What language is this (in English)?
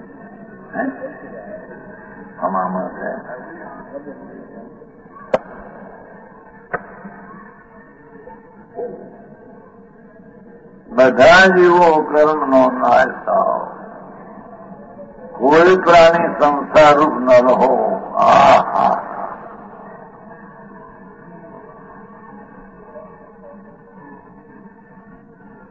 Gujarati